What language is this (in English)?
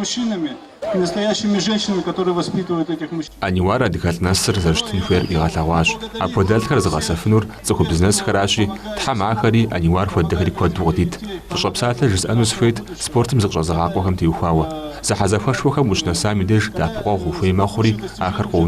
Kabardian